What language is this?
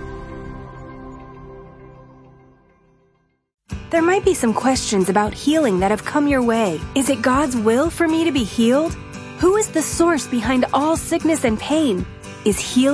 English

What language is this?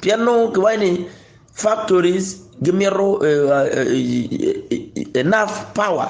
Acoli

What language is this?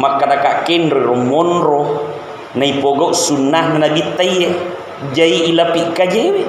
Buginese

